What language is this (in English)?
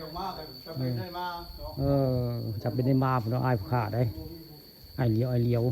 Northeastern Thai